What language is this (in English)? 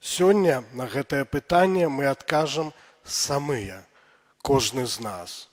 Belarusian